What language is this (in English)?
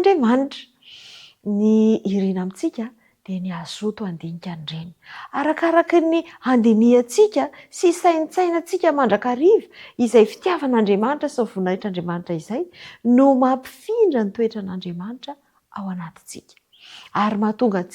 Malagasy